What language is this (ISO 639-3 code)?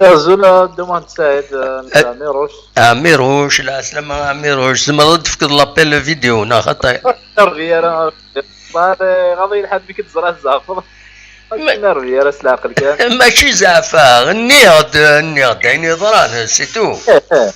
kab